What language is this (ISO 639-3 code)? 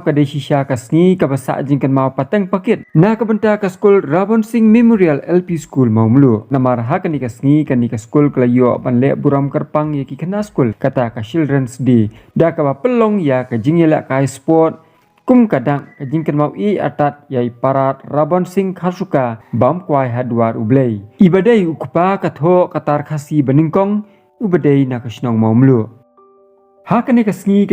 kha